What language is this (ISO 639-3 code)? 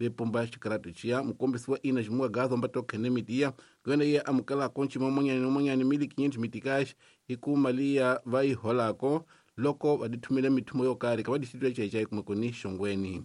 tso